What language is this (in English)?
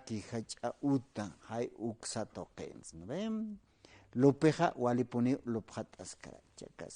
Aymara